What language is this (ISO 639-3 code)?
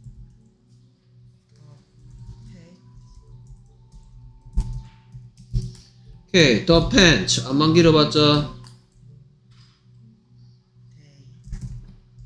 kor